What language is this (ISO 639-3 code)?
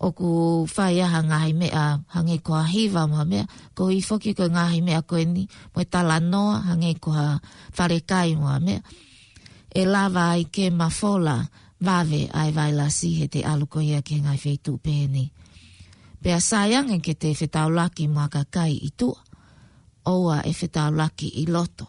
ton